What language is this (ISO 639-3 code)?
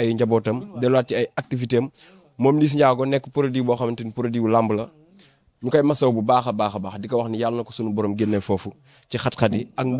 wol